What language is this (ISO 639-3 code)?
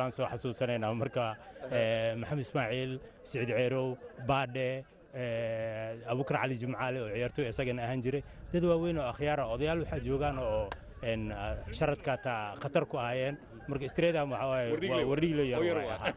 som